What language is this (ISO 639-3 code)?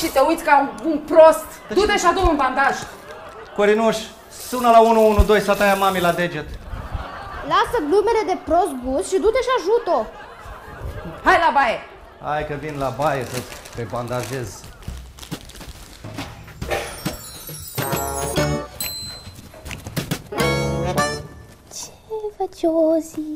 ron